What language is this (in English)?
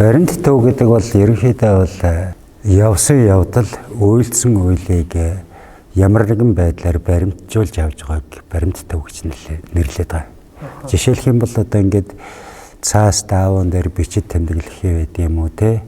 Mongolian